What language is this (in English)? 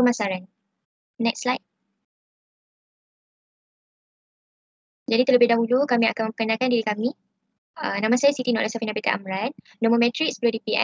Malay